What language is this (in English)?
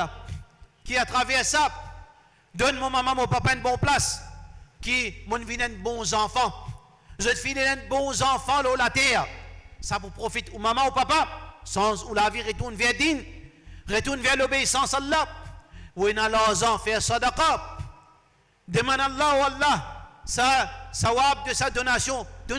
Morisyen